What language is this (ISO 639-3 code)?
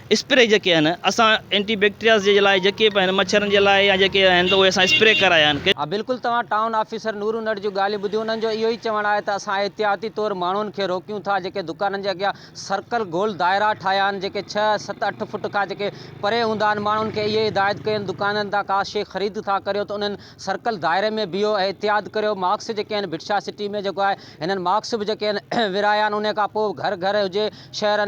snd